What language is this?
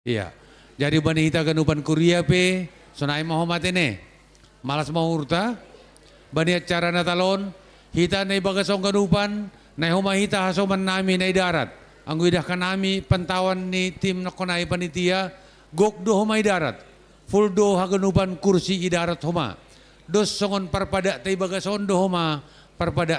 Batak Simalungun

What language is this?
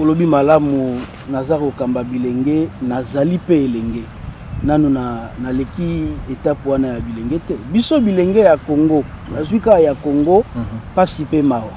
Lingala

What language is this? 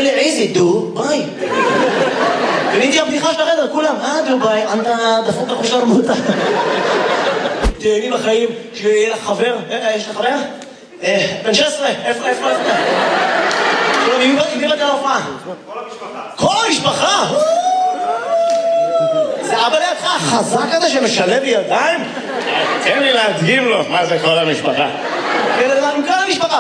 Hebrew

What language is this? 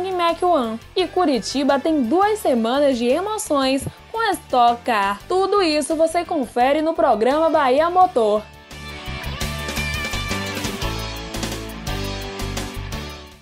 Portuguese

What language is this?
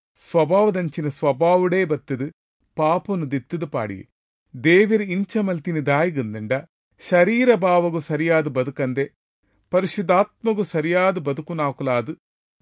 Tulu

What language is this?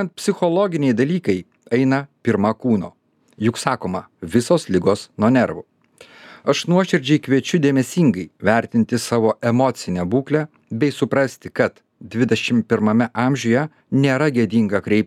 Lithuanian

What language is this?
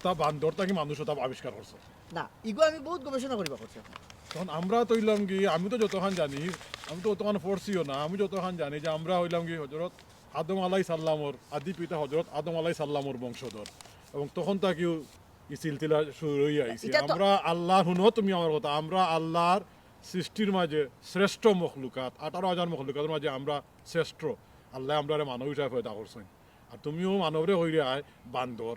Sylheti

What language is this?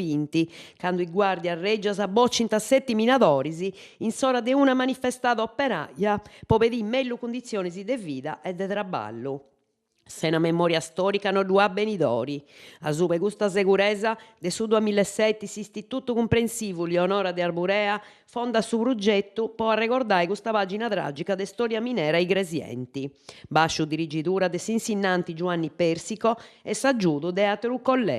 Sardinian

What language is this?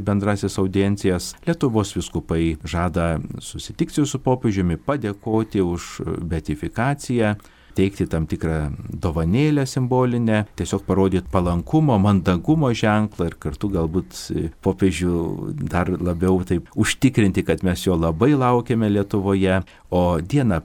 Lithuanian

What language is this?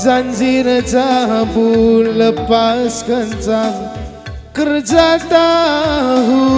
Batak Karo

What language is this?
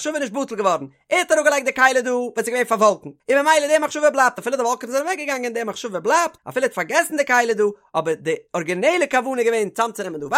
Yiddish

